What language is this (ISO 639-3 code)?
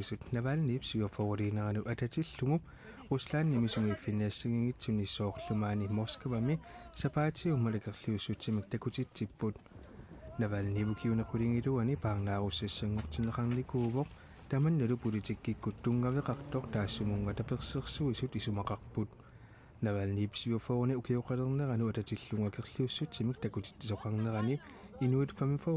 kal